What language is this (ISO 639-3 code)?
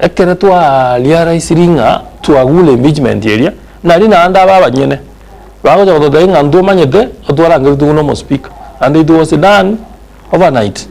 guz